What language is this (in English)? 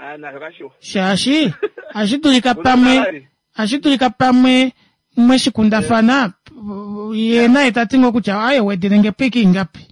Kuanyama